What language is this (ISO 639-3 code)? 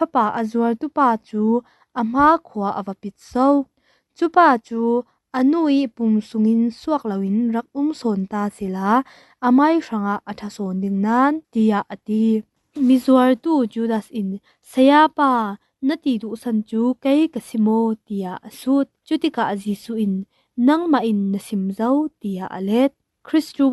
cfm